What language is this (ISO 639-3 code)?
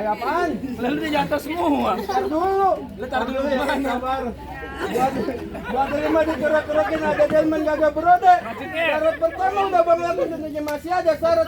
bew